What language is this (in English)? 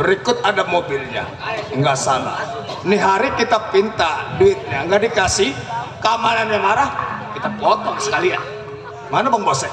Betawi